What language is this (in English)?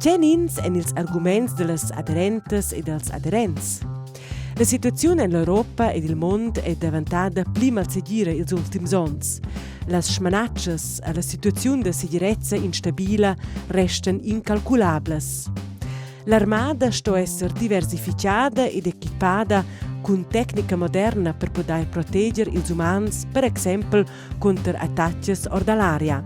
Romansh